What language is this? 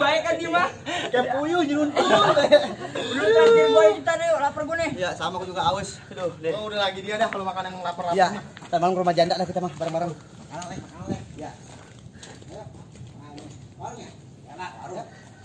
Betawi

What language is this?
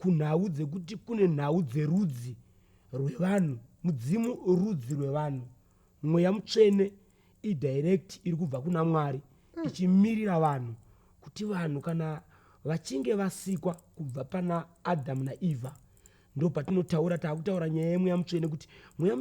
Shona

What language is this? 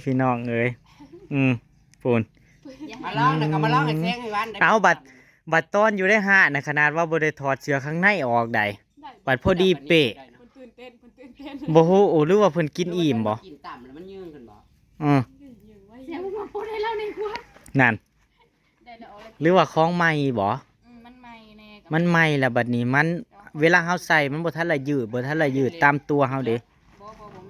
Northeastern Thai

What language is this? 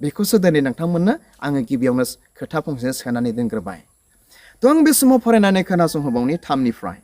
Bodo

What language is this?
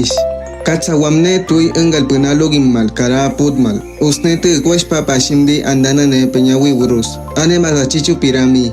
Awa-Cuaiquer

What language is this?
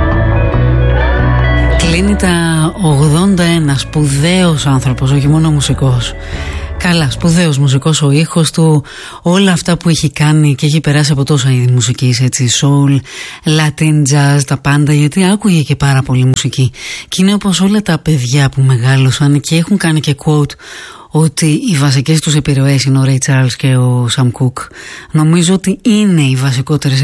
Greek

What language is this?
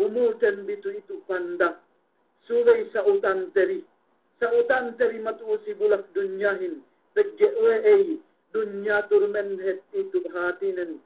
Yakan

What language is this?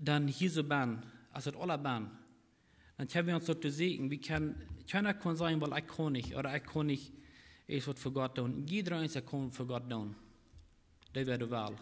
Plautdietsch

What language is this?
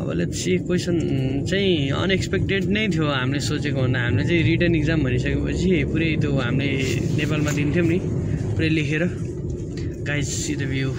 Nepali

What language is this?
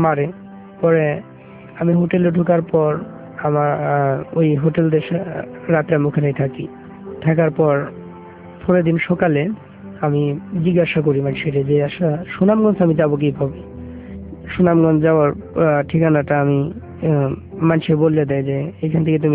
Bangla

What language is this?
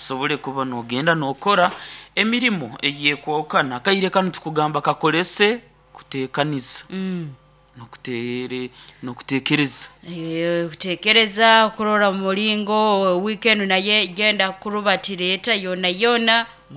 Nyoro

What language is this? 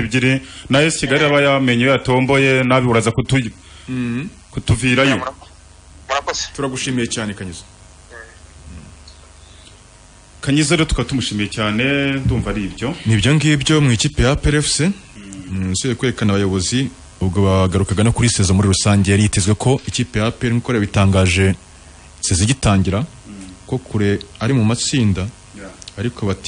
Kinyarwanda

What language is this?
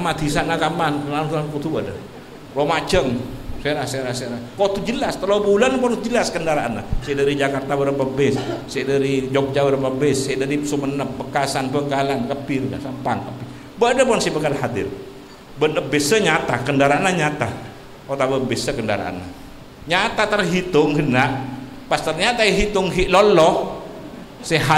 Madurese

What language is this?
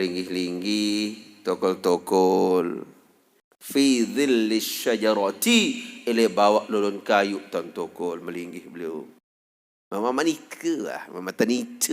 Sasak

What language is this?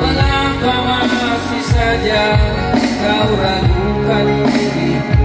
Nias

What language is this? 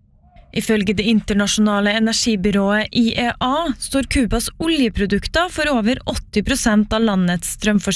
Norwegian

